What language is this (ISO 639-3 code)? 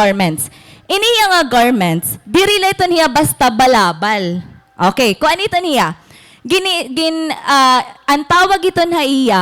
war